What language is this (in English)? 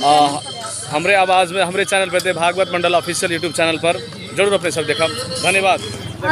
Maithili